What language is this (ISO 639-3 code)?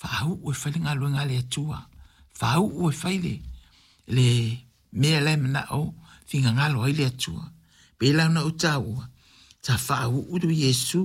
smo